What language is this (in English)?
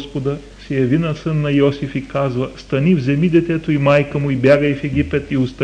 Bulgarian